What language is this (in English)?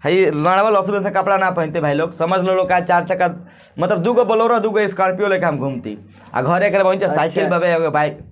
Bhojpuri